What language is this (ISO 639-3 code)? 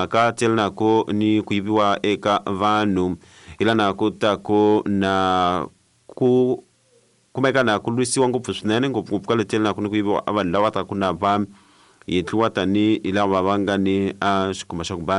tso